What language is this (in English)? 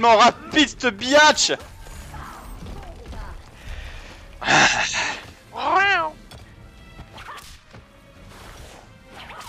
French